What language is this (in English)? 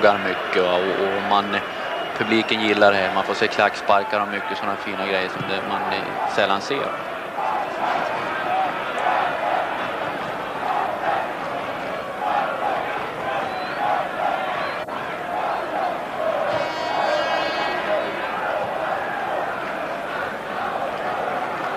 Swedish